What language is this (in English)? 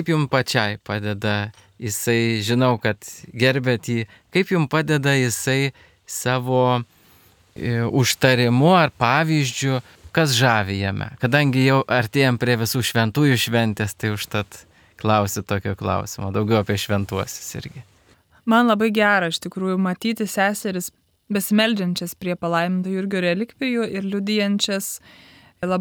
Lithuanian